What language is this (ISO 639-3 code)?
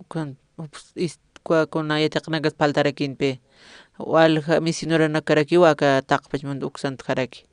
aym